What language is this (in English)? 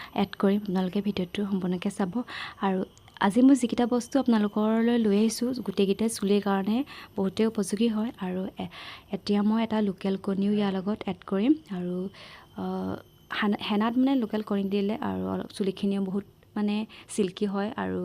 Assamese